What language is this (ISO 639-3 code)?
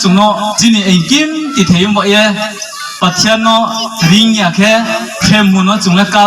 ria